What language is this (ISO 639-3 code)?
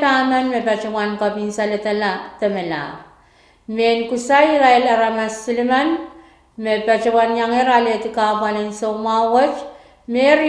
pon